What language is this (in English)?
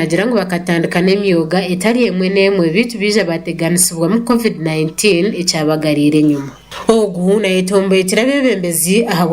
Nyankole